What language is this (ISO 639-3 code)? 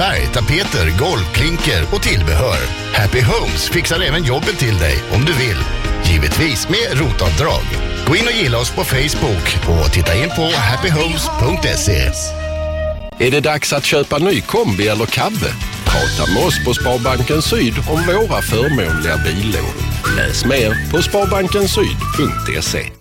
swe